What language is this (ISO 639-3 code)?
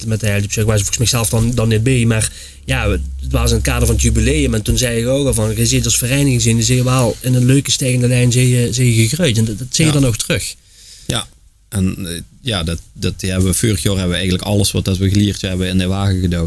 lim